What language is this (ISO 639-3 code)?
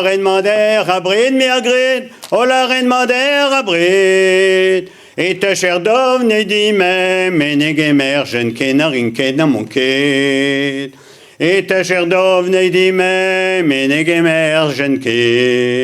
bre